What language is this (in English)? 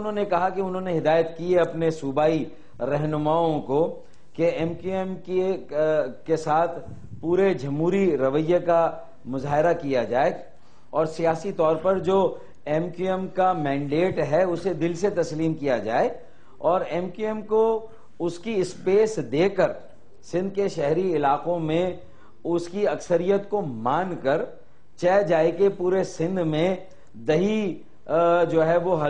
Urdu